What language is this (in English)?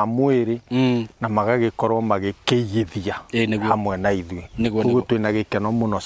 Kikuyu